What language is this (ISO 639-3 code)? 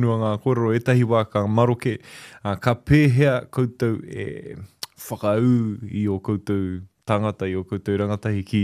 mri